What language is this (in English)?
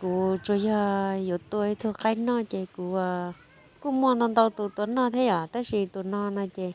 Hmong